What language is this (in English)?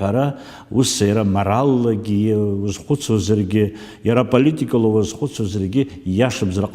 Abkhazian